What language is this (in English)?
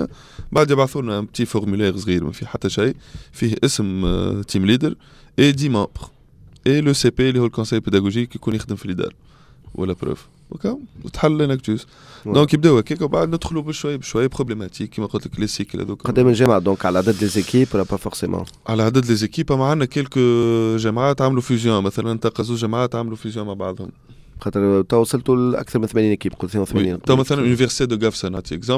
Tunisian Arabic